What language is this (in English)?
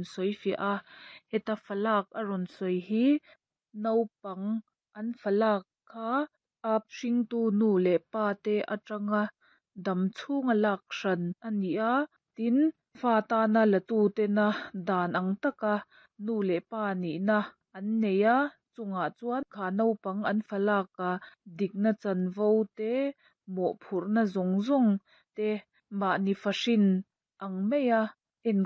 Mizo